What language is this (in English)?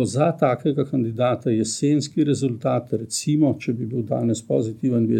Slovenian